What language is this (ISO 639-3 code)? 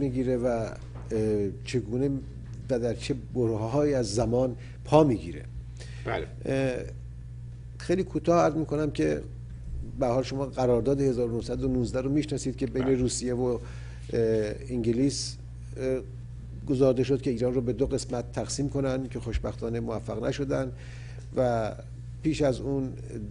fas